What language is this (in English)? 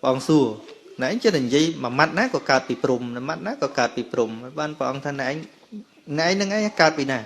Khmer